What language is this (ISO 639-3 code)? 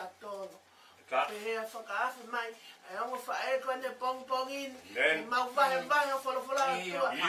ton